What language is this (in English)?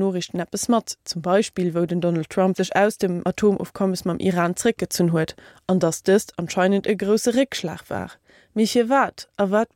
Luxembourgish